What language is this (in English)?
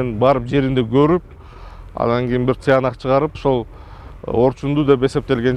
Kyrgyz